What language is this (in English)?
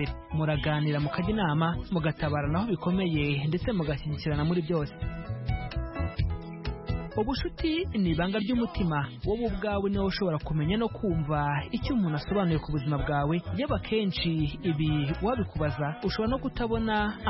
Kinyarwanda